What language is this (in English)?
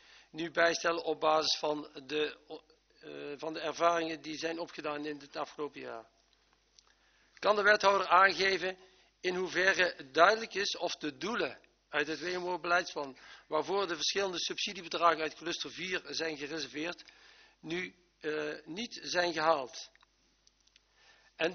Dutch